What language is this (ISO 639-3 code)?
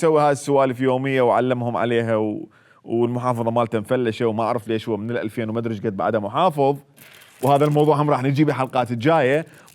acm